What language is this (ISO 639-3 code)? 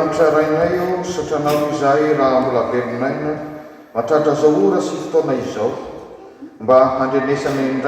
mlg